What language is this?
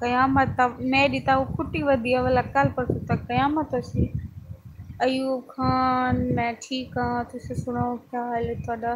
Saraiki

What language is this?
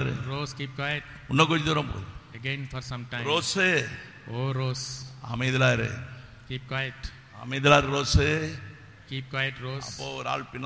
Tamil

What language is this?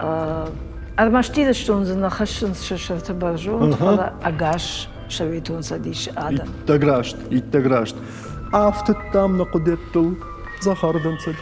Ossetic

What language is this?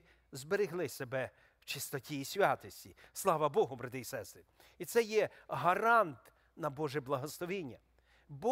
Ukrainian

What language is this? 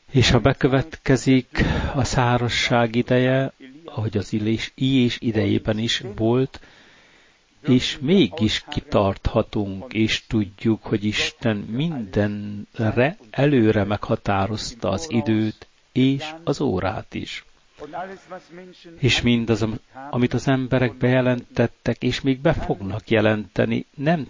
Hungarian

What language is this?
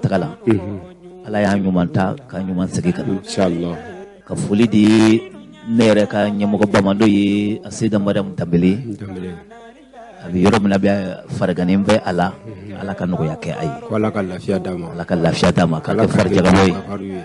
Bambara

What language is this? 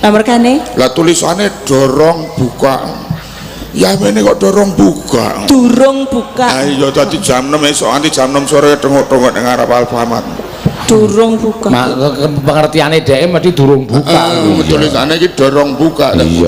Javanese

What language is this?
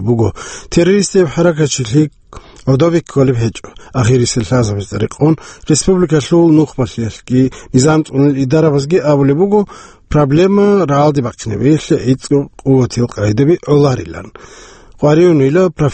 Avaric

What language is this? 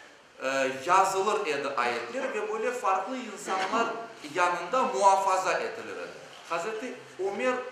Crimean Tatar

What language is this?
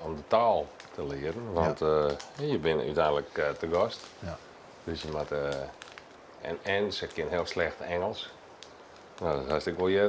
Western Frisian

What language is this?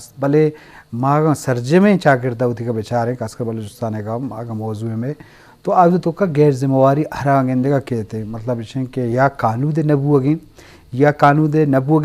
Eastern Balochi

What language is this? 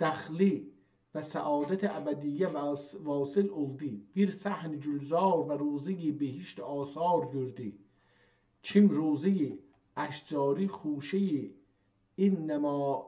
South Azerbaijani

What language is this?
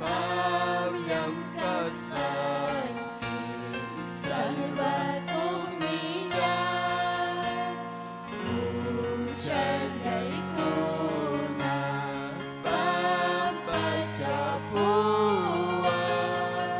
Ayacucho Quechua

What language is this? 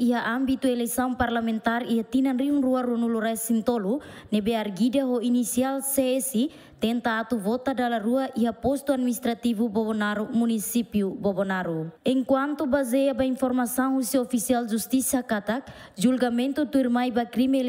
Tetum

